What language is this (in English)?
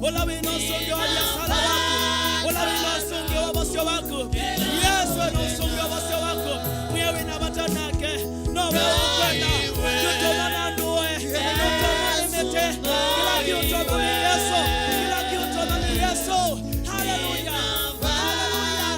Kamba